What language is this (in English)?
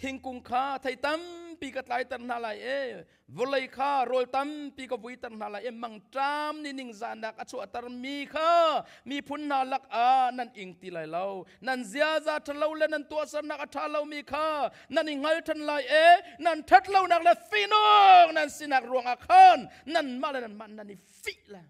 Hakha Chin